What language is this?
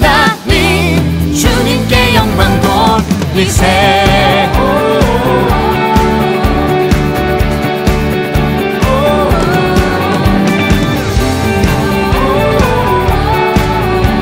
Korean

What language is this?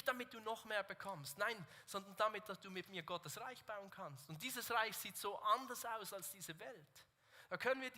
Swiss German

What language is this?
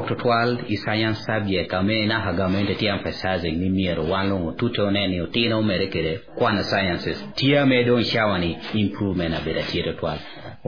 Acoli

